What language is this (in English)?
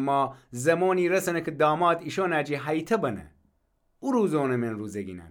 Gilaki